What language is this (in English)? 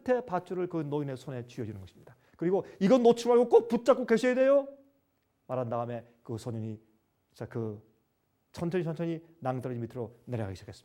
Korean